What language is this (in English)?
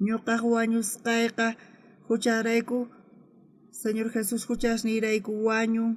South Bolivian Quechua